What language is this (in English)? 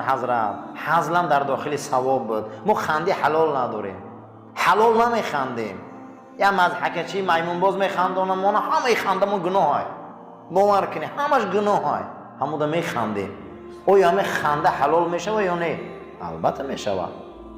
Tajik